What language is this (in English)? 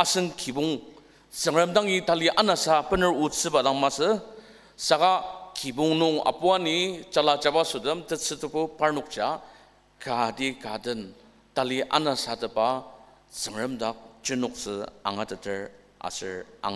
Ao Naga